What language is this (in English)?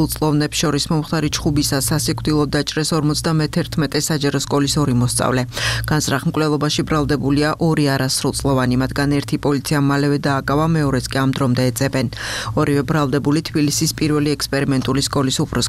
Georgian